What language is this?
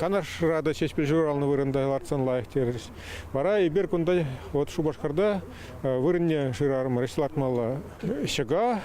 Chuvash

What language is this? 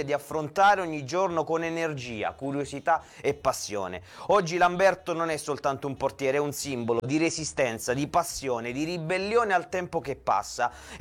Italian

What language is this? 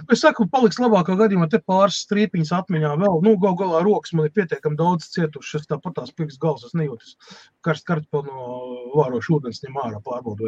Latvian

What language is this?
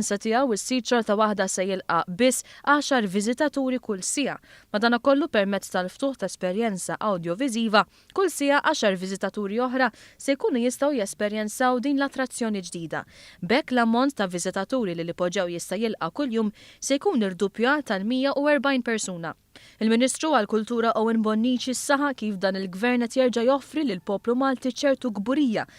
Maltese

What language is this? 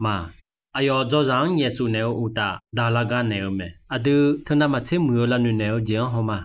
Akha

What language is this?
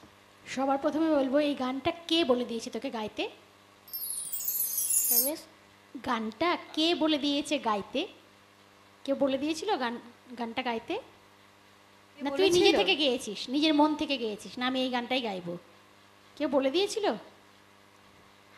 Bangla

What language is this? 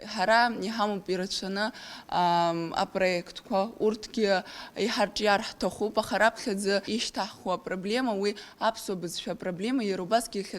Abkhazian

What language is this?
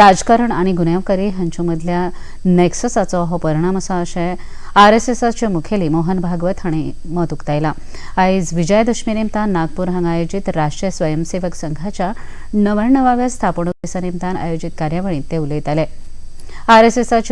Konkani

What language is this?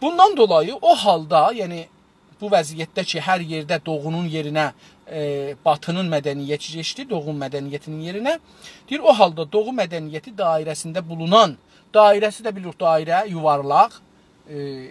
South Azerbaijani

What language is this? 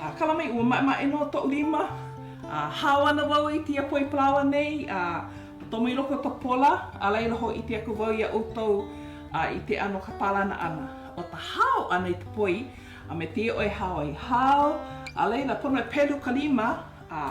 Hawaiian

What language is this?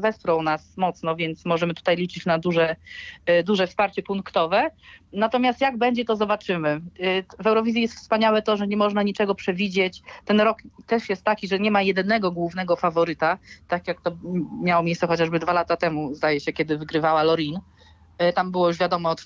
Polish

